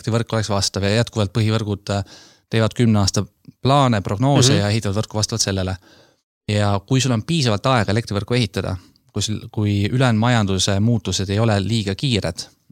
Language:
Estonian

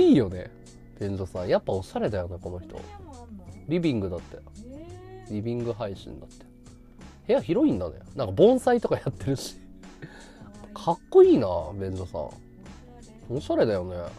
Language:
Japanese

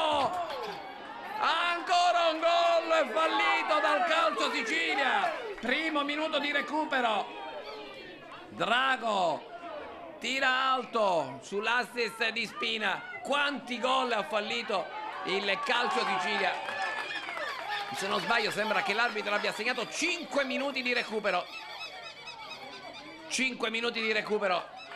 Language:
Italian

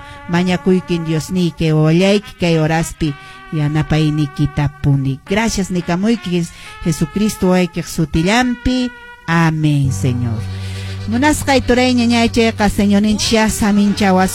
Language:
Quechua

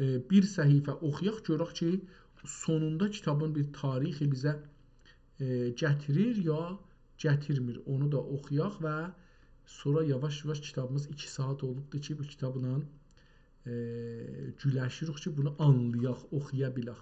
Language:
South Azerbaijani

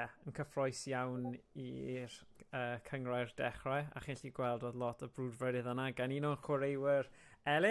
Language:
Welsh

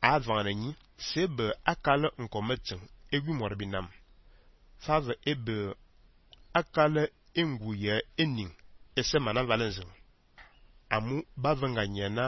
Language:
Fang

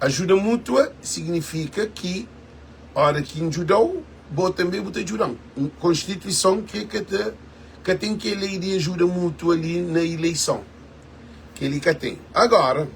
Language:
Kabuverdianu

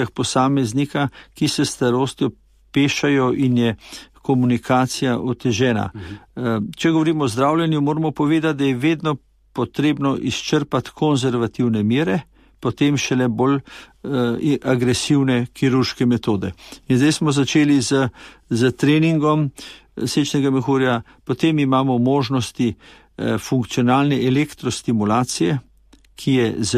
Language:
Slovenian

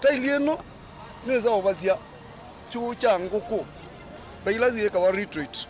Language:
Kamba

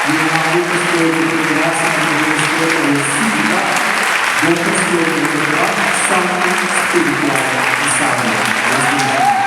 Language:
Papiamento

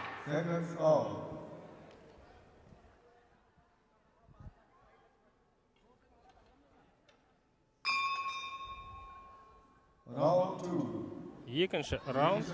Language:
Kazakh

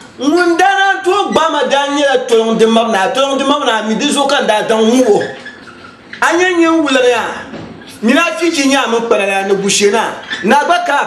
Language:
Dagbani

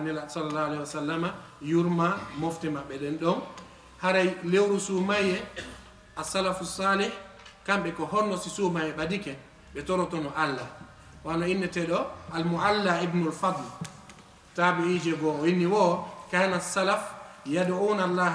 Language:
Fula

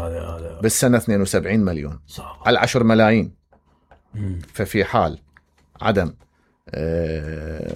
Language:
Mesopotamian Arabic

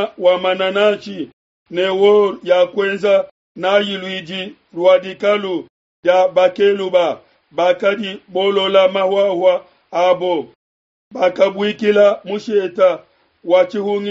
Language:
Luba-Lulua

